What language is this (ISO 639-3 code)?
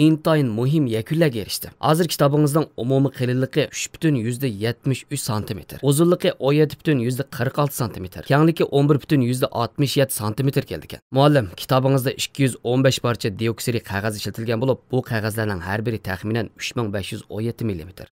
uig